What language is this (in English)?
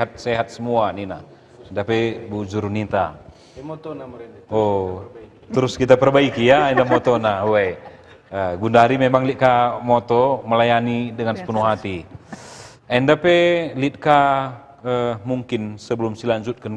Batak Karo